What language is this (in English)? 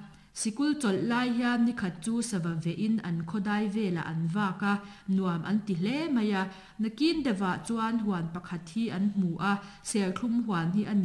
Mizo